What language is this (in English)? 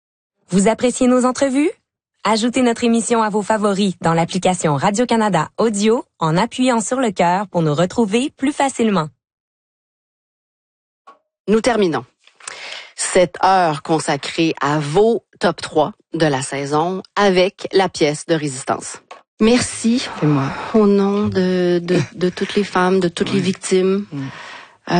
French